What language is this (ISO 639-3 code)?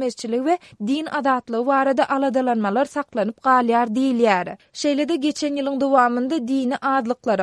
tuk